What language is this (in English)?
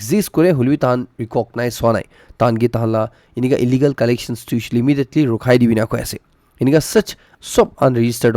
Naga Pidgin